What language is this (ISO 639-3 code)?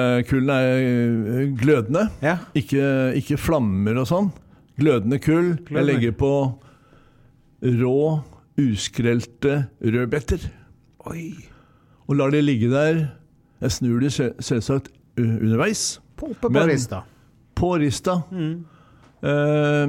nor